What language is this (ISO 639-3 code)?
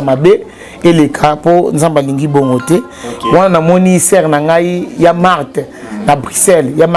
lin